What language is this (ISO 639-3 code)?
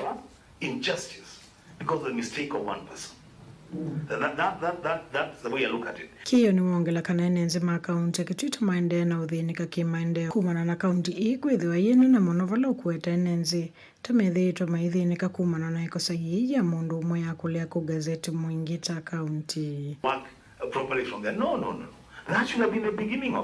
kam